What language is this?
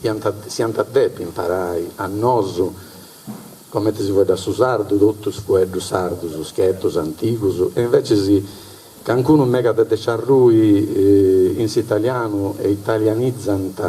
Sardinian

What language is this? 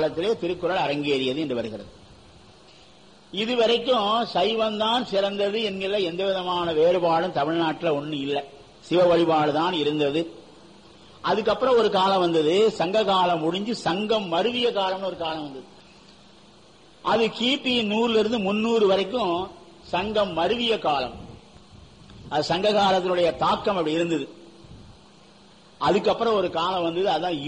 Tamil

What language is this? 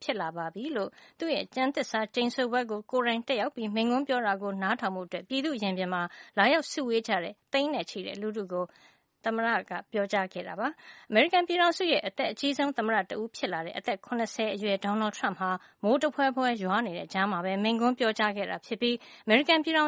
Burmese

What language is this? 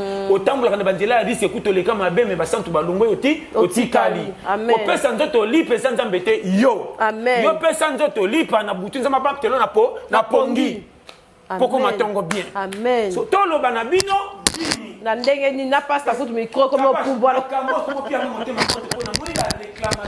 Lingala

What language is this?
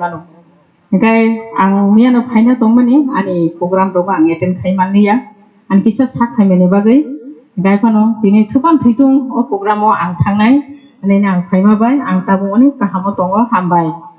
Kok Borok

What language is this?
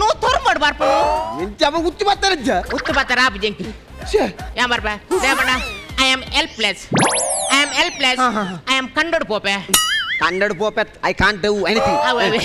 Tulu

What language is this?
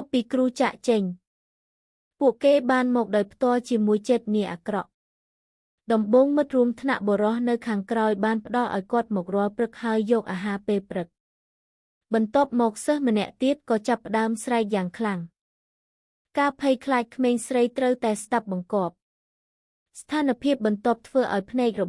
Khmer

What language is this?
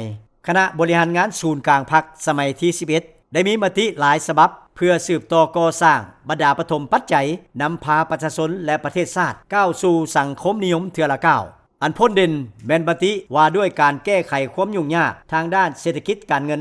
Lao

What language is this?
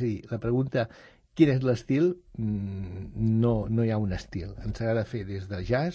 Catalan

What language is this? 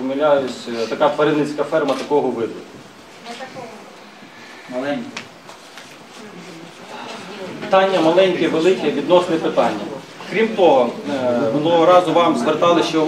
Ukrainian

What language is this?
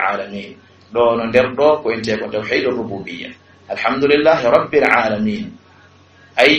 Fula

